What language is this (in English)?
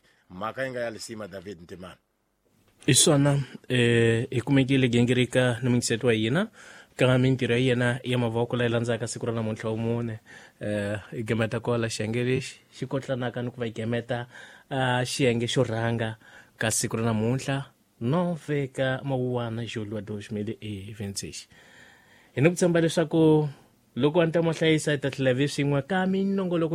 Tsonga